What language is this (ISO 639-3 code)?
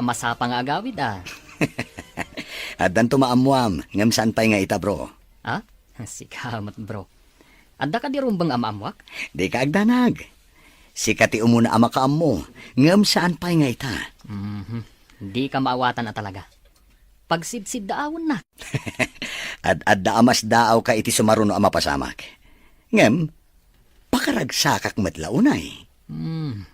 ilo